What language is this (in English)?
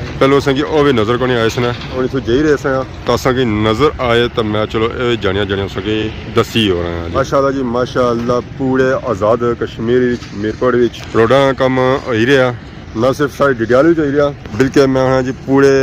Pahari-Potwari